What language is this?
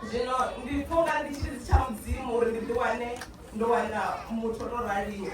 Venda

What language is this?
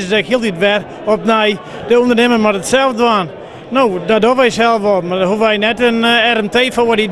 Western Frisian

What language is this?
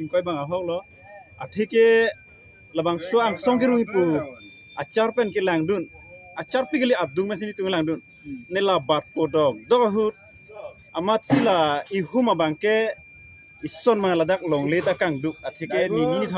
Karbi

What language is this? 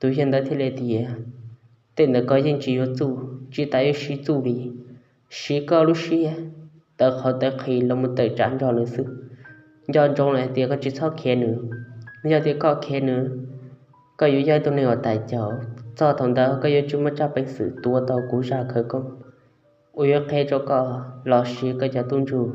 Hmong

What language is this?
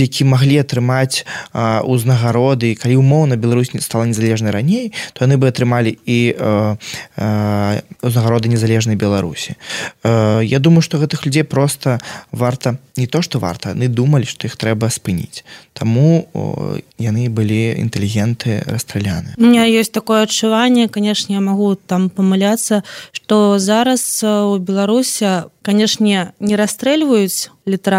Belarusian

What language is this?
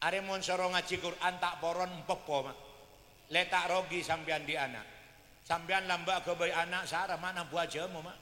Madurese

